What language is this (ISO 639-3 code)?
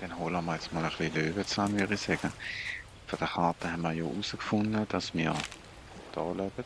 gsw